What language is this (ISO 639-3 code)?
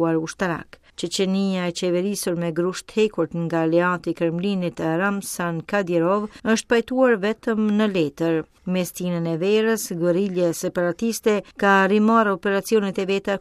sqi